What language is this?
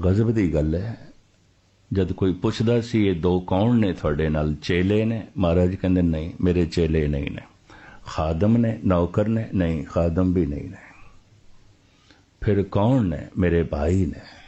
Punjabi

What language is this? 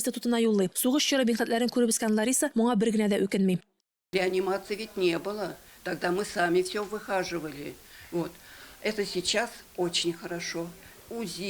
Tatar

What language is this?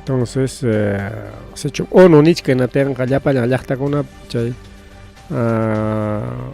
Ayacucho Quechua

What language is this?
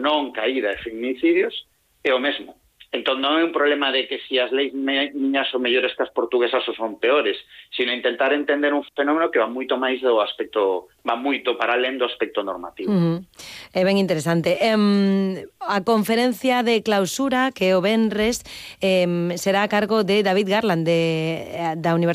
Galician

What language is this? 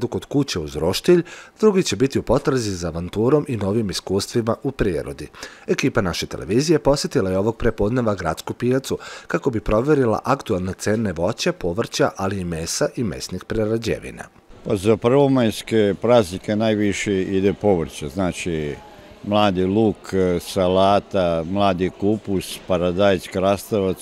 Serbian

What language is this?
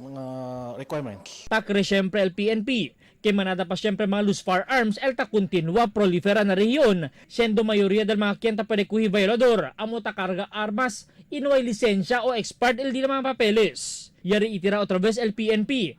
Chavacano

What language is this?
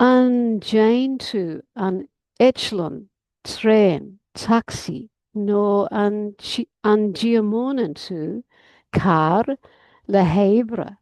Irish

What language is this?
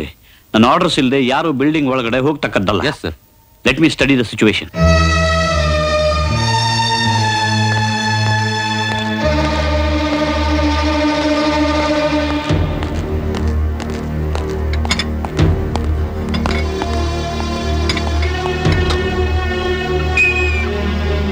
Kannada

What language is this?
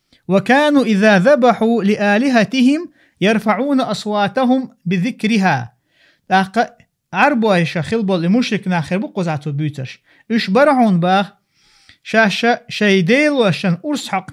Chechen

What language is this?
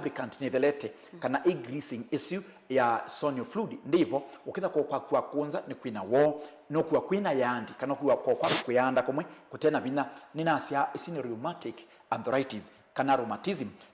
Kamba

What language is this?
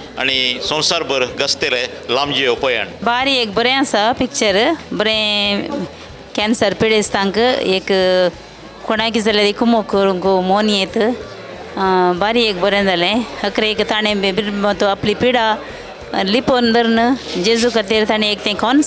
Konkani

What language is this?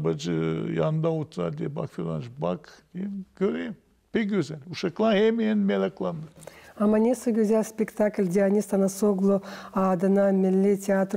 Gagauz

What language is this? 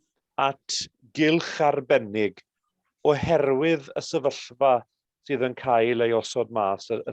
Welsh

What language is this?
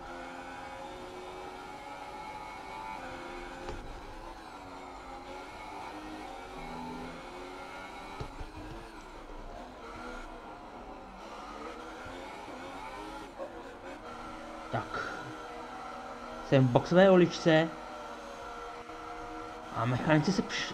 Czech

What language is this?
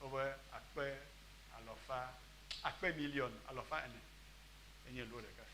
Ewe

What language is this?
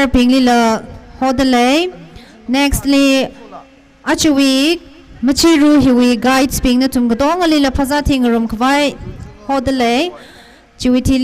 Tangkhul Naga (India)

